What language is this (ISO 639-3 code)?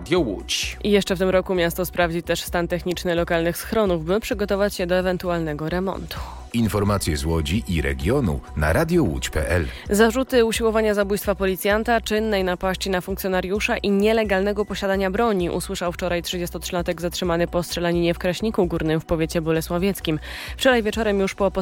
pol